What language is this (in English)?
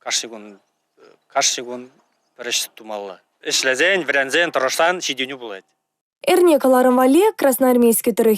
Chuvash